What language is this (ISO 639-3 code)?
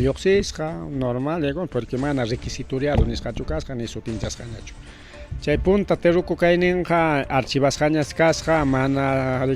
quy